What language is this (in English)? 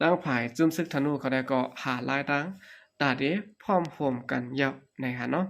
Shan